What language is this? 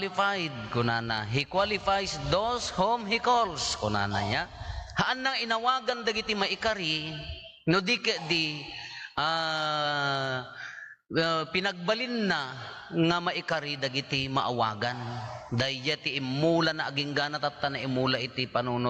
Iloko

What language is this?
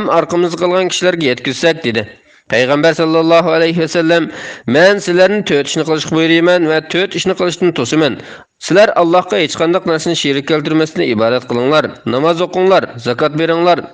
Uyghur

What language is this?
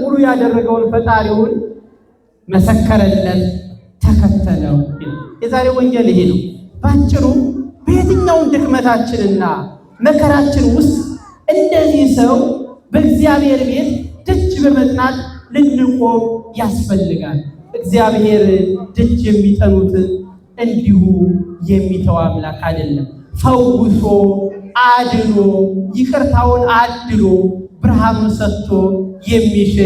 Amharic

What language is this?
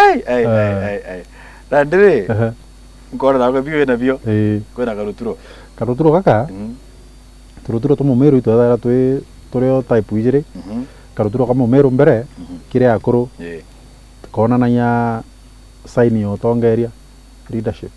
Meru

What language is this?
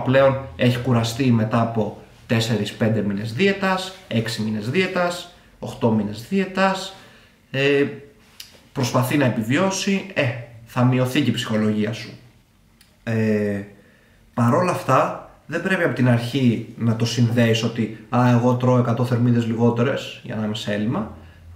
Greek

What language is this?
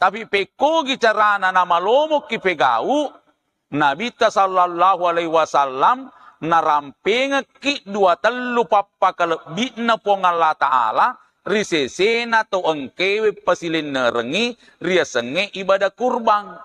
Buginese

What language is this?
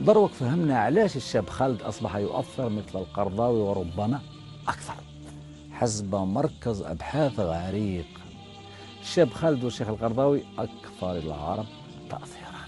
Algerian Arabic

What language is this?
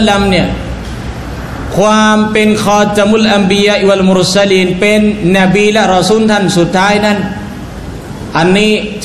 Thai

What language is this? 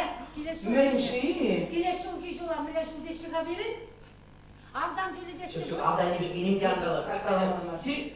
Chuvash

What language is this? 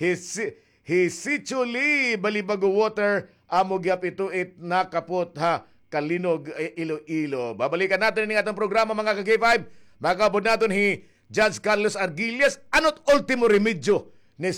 Waray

